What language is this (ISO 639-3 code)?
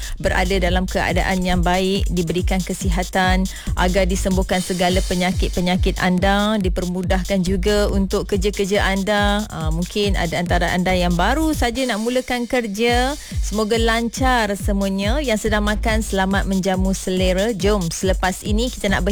msa